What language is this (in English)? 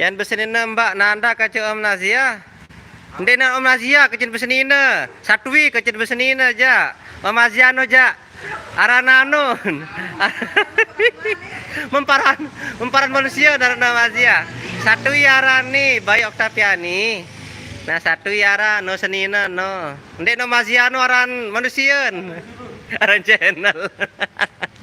Sasak